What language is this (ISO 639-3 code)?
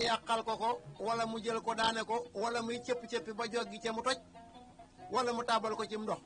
wol